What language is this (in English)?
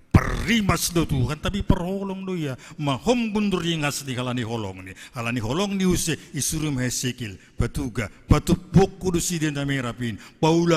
Batak Simalungun